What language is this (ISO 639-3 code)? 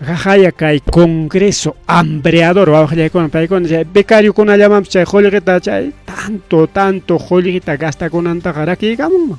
quy